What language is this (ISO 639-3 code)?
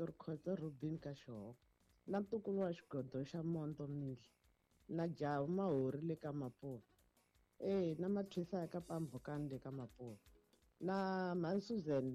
tso